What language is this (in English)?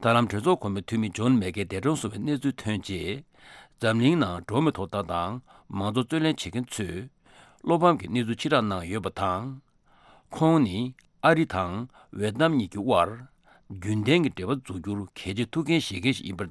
Tibetan